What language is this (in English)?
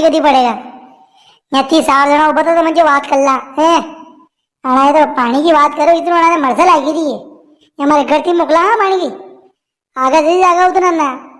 Rajasthani